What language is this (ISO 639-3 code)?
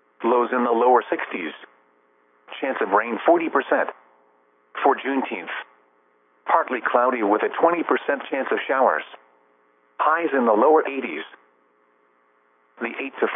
eng